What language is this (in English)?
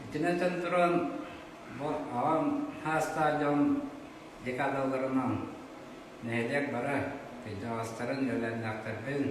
Yakut